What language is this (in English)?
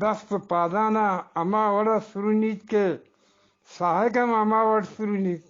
Eastern Balochi